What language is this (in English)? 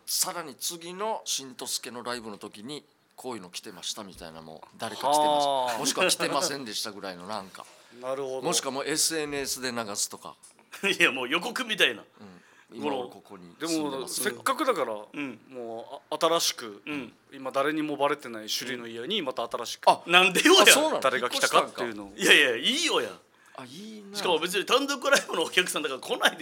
Japanese